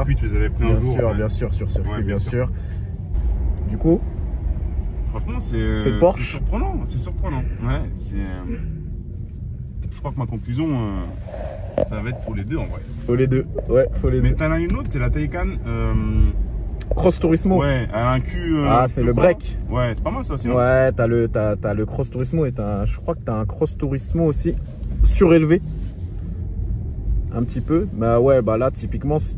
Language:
French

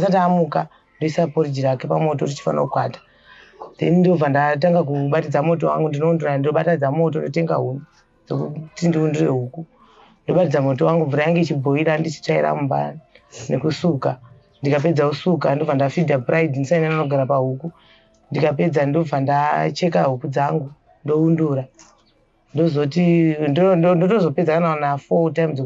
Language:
Shona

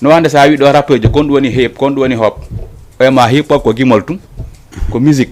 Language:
Fula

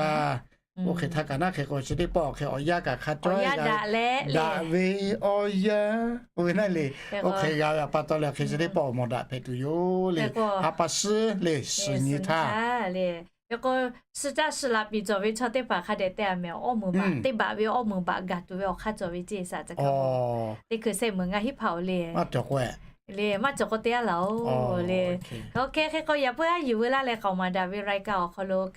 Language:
Lahu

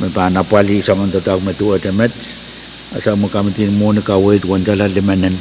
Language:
Pohnpeian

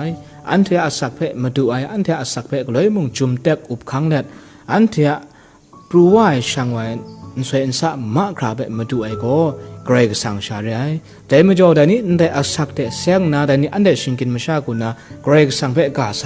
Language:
Kachin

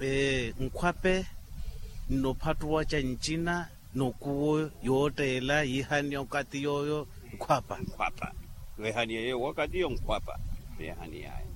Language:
Makhuwa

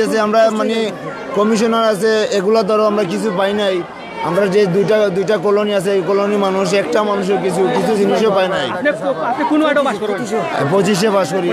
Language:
Sylheti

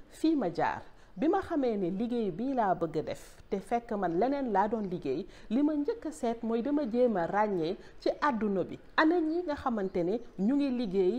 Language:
Wolof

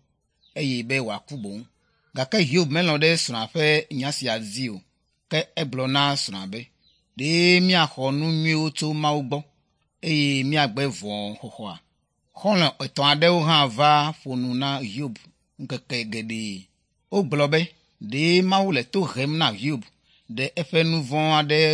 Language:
Ewe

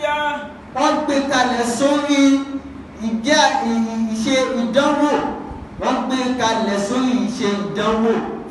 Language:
Yoruba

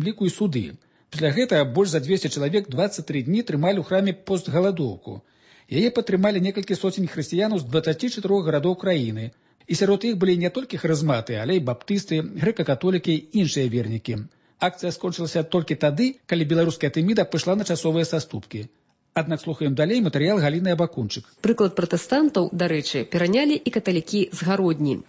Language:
Belarusian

